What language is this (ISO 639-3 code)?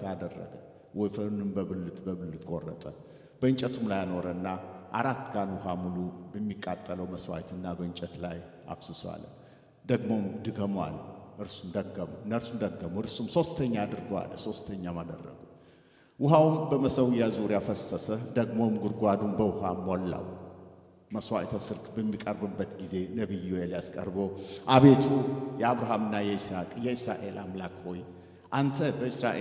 amh